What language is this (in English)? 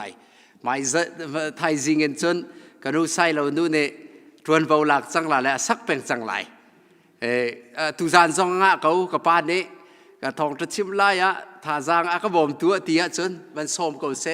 Hakha Chin